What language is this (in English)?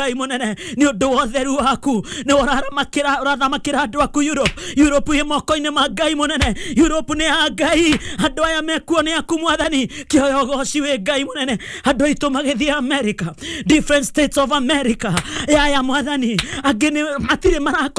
Kikuyu